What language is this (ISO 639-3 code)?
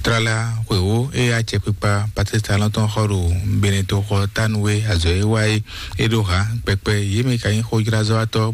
fon